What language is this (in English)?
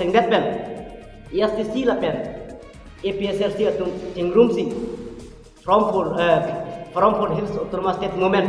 Karbi